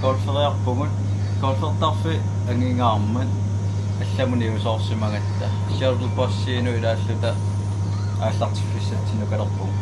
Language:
Kalaallisut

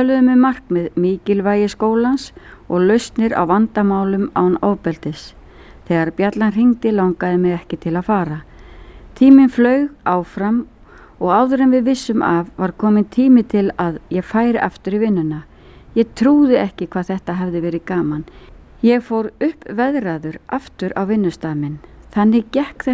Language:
Icelandic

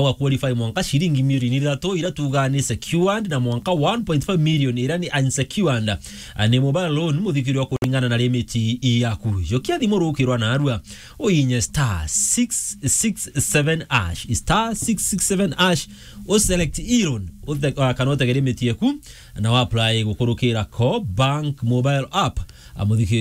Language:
Meru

